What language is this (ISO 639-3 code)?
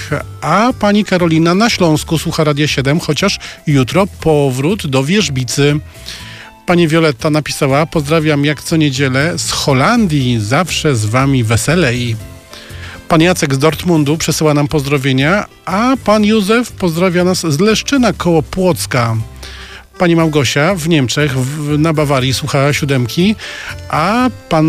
pol